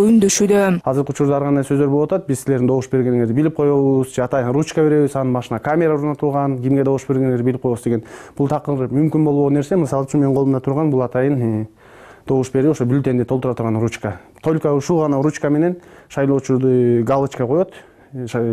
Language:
Kyrgyz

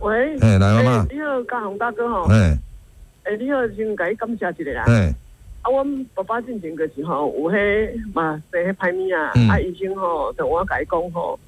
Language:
Min Nan Chinese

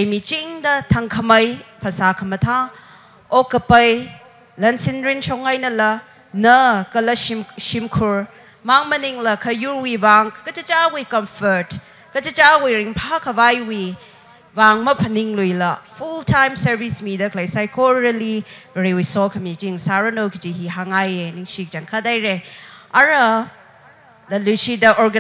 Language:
Tangkhul Naga (India)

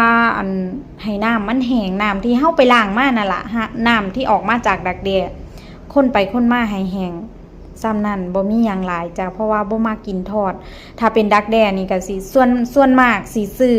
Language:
Northeastern Thai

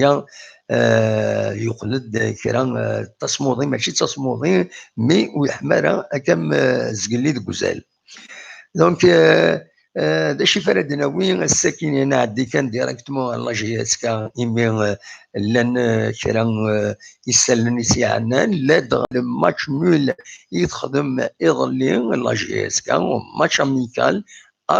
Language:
Kabyle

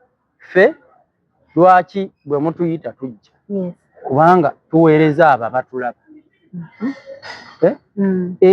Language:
Ganda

